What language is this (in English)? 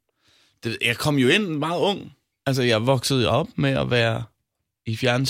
Danish